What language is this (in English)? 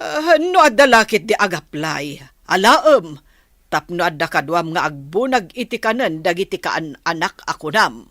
Iloko